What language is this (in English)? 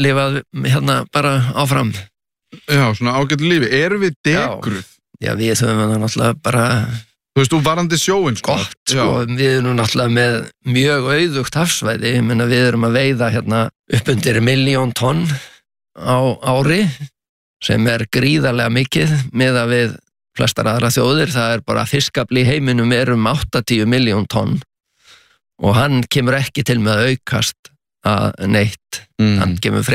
Icelandic